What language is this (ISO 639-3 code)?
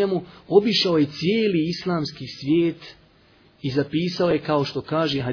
bos